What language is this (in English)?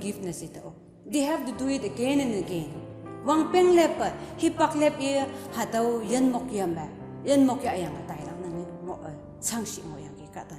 Konyak Naga